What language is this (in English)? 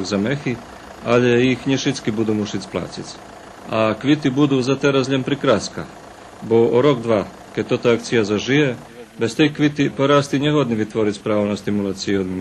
Rusyn